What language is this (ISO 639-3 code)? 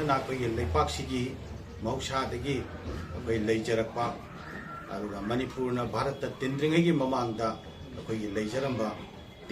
mni